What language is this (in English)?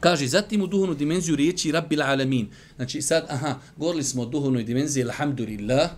Bosnian